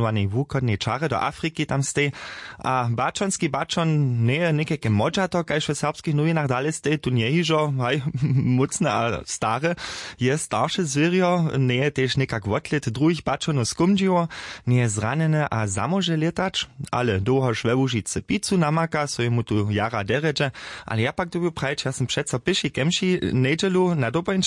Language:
Upper Sorbian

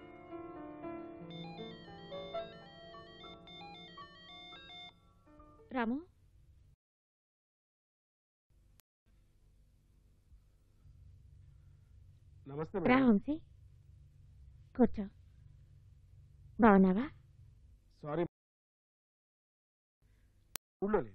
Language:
Telugu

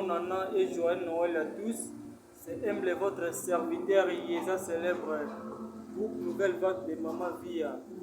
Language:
Lingala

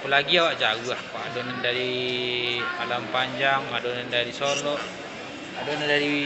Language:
Minangkabau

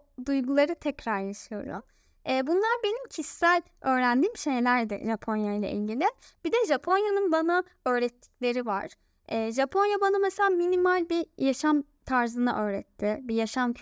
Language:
Turkish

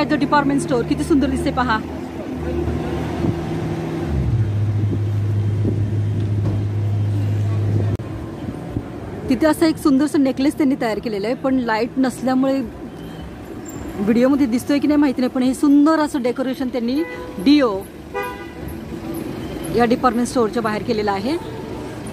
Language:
Marathi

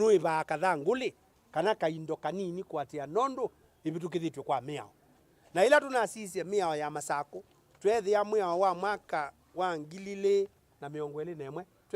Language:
Kamba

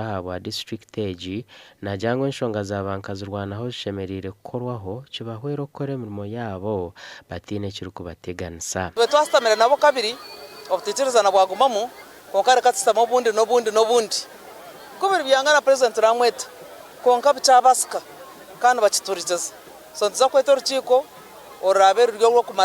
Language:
Nyankole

